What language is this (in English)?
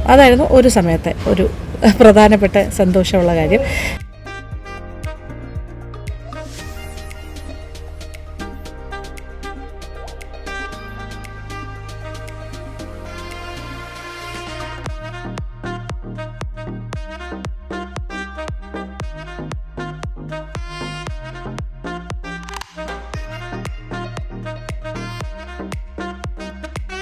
Malayalam